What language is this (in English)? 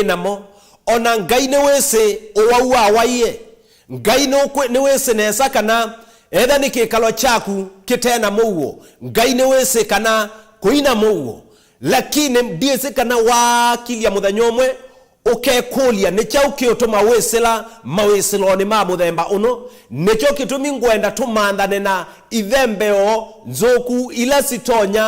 Kamba